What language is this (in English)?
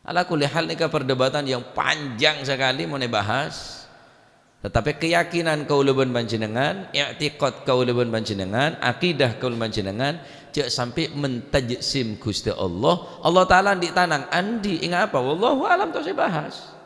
Madurese